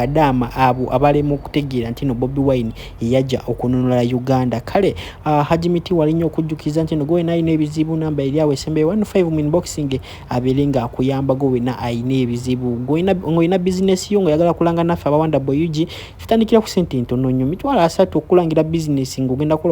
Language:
Ganda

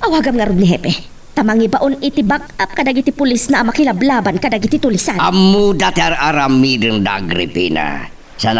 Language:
Iloko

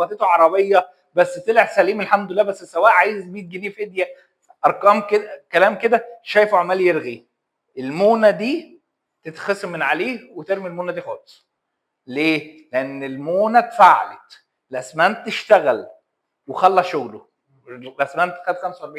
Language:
Egyptian Arabic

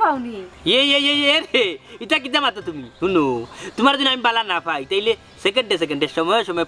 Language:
Sylheti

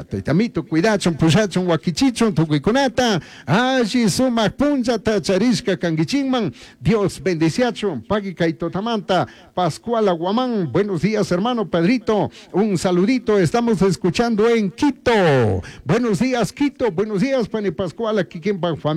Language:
Chimborazo Highland Quichua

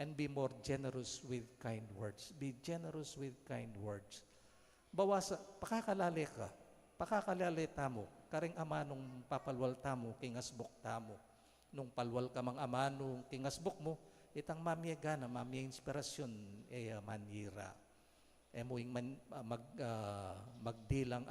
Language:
Pampanga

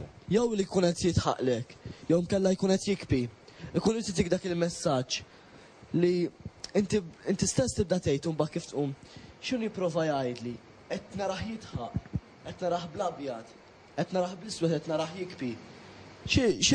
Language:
Maltese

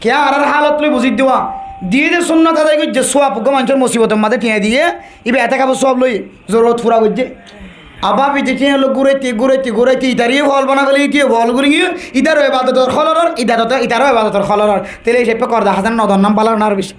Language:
Rohingya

